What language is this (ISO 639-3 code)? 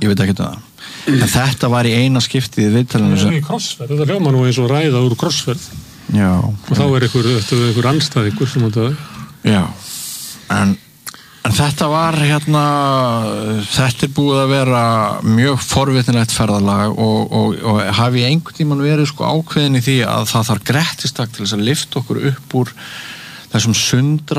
isl